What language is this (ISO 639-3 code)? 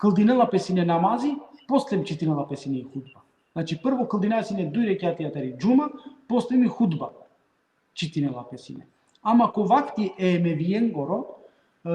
rmn